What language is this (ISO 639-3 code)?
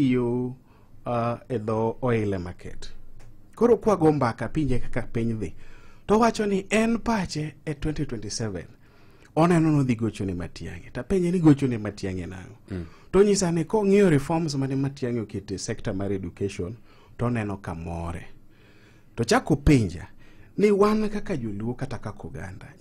luo